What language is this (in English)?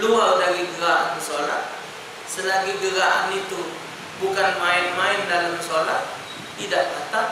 Musi